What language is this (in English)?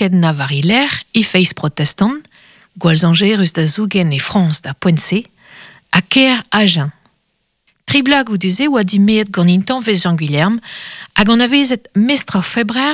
Breton